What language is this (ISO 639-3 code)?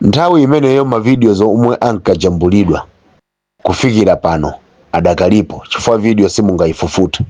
nya